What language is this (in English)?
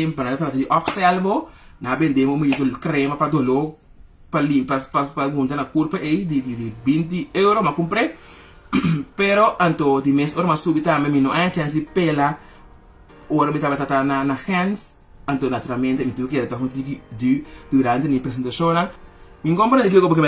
Papiamento